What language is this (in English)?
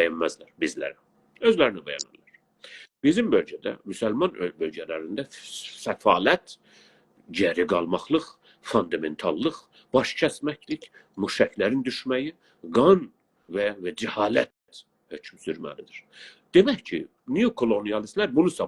South Azerbaijani